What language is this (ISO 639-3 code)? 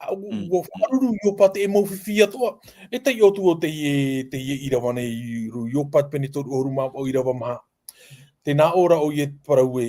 tah